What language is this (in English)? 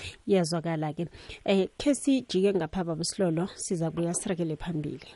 South Ndebele